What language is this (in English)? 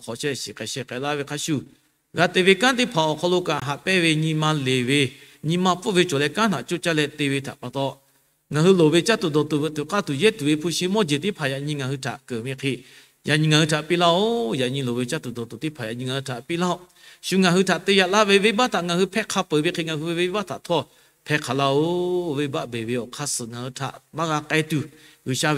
Lahu